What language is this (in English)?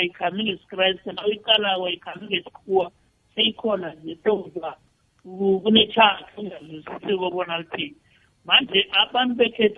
South Ndebele